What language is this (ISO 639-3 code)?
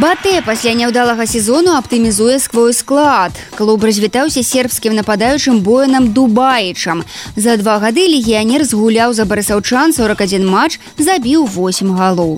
bel